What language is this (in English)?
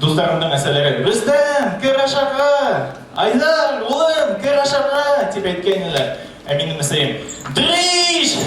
Bashkir